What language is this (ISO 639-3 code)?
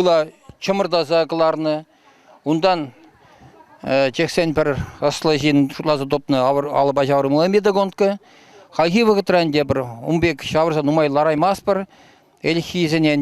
chv